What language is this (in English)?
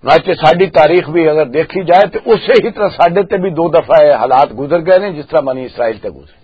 Western Panjabi